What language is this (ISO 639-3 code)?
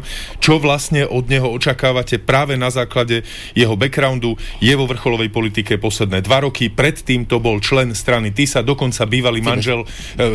slk